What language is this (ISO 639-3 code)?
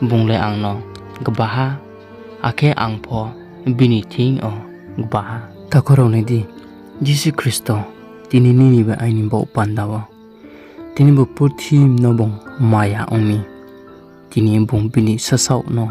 ria